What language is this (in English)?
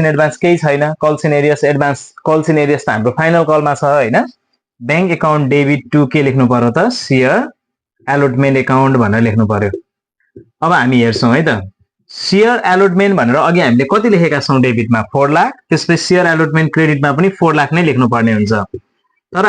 Nepali